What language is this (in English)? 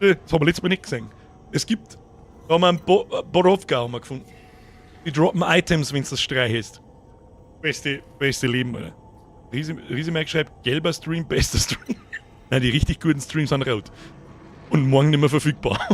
Bavarian